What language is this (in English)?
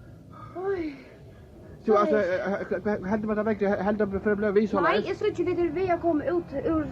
Faroese